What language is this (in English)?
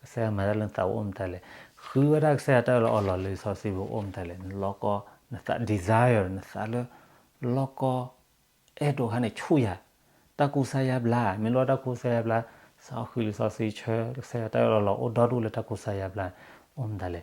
S'gaw Karen